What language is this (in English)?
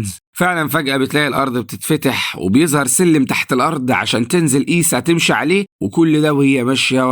Egyptian Arabic